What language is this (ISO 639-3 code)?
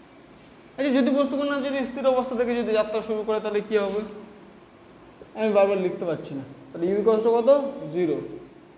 ben